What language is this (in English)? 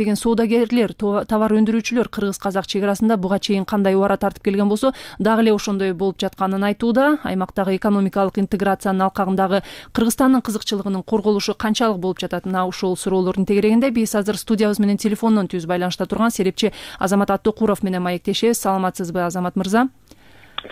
Kyrgyz